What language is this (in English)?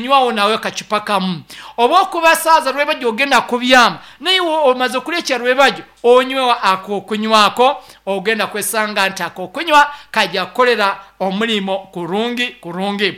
Nyankole